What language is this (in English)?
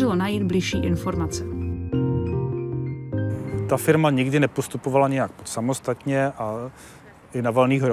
Czech